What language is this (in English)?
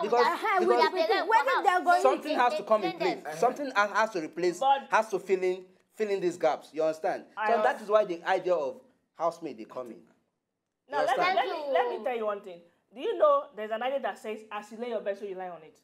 Nigerian Pidgin